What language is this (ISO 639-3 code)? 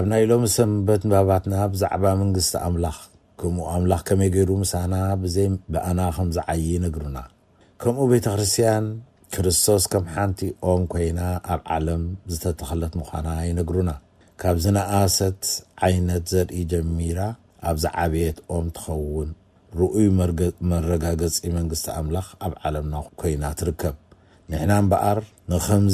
tir